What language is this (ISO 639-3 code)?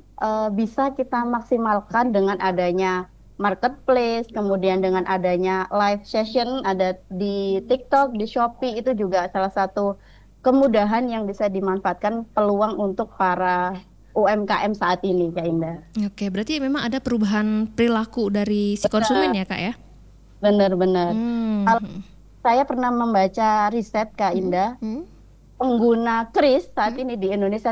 ind